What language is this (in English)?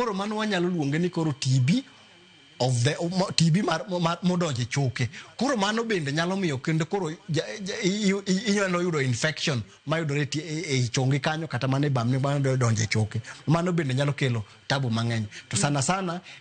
Luo (Kenya and Tanzania)